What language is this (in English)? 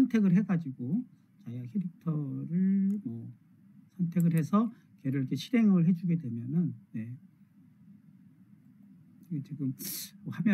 Korean